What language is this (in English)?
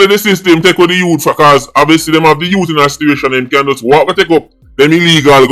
Jamaican Creole English